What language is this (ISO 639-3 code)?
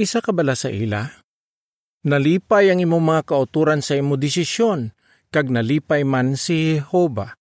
hil